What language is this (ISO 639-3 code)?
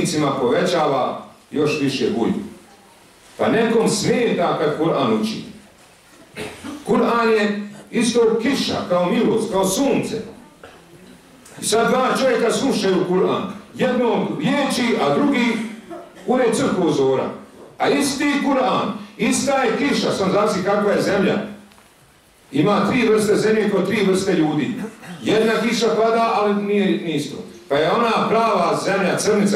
bos